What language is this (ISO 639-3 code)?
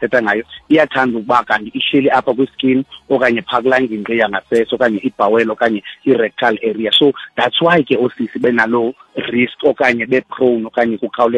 xho